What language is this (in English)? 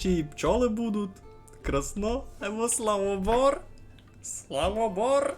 Rusyn